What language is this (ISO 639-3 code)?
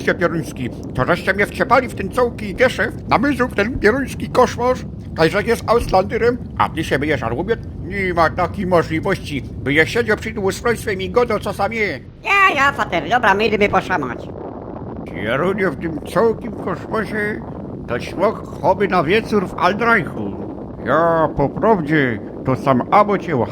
szl